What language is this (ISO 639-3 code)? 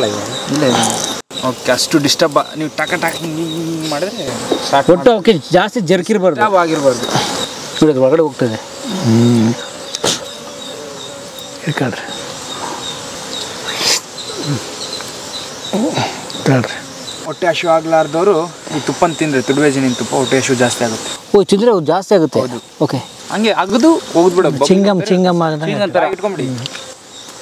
kan